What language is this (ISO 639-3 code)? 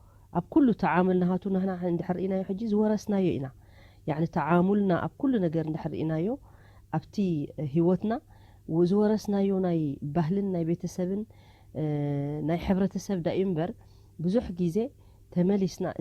tir